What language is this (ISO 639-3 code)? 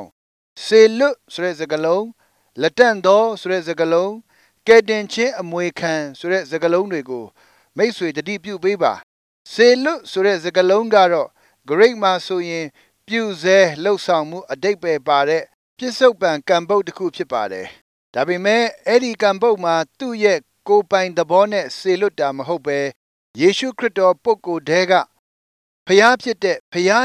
mya